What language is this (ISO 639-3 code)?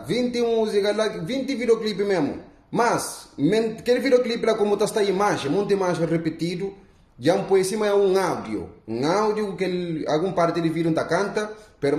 kea